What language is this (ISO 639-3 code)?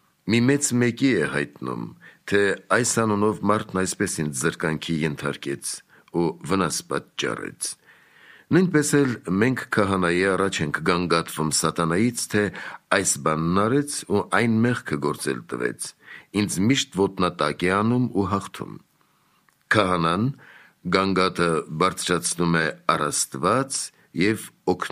hye